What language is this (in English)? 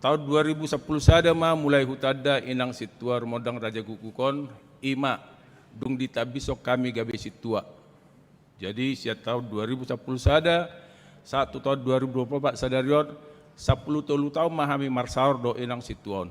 Batak Toba